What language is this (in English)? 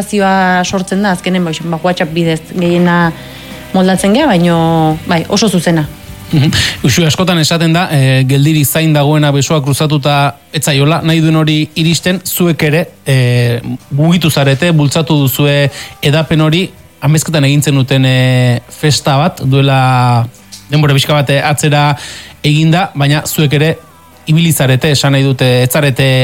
Basque